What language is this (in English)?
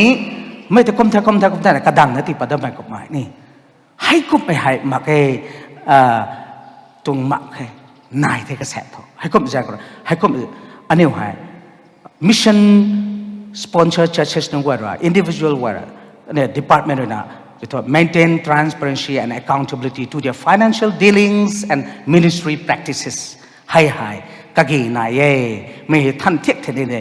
Rongmei Naga